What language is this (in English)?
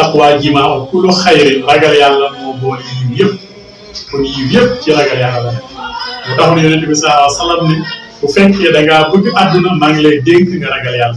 Wolof